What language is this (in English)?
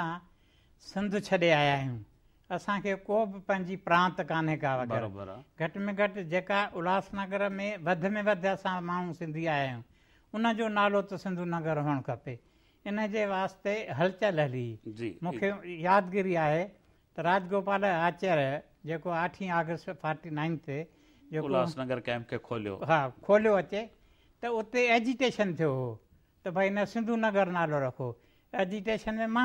Sindhi